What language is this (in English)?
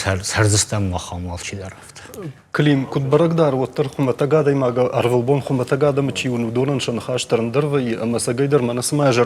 Ossetic